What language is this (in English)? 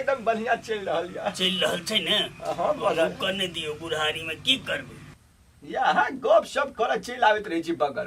Maithili